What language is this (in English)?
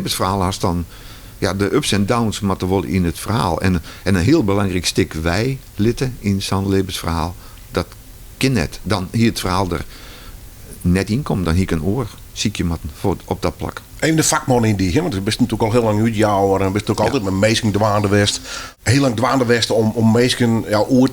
Western Frisian